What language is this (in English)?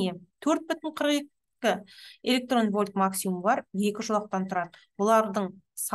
Kazakh